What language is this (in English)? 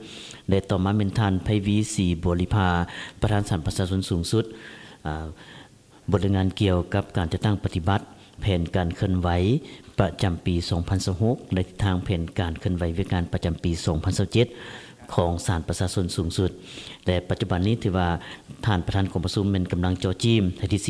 Lao